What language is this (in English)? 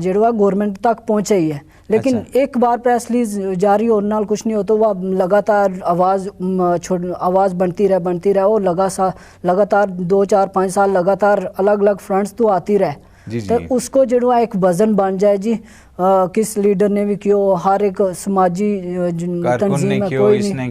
Gujari